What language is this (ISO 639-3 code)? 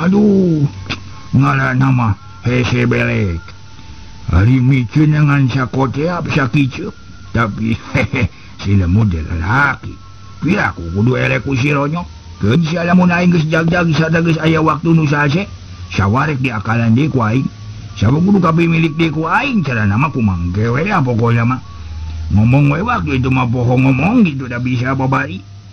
sun